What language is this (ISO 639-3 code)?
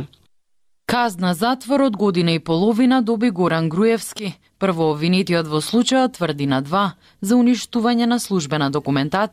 mkd